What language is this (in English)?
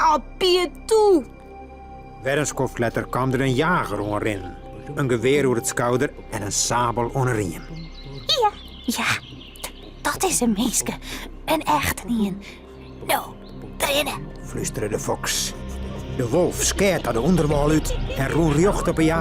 Western Frisian